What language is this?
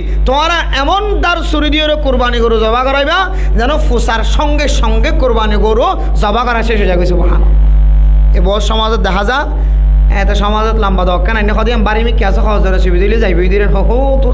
Rohingya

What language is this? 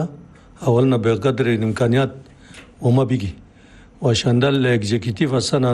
Chadian Arabic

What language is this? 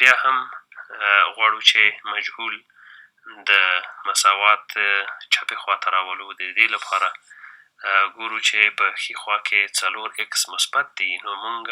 Pashto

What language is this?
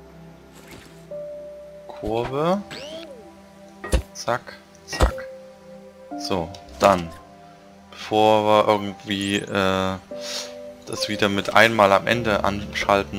German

